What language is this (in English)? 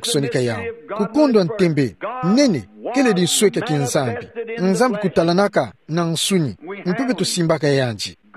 Kituba (Democratic Republic of Congo)